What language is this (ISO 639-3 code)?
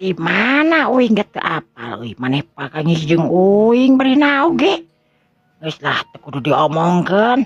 sun